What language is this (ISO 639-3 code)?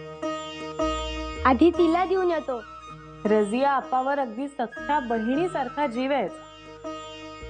mar